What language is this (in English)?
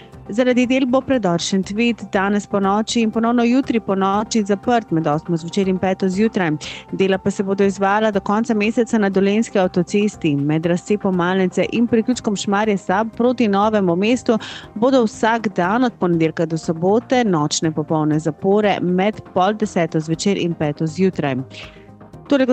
Slovenian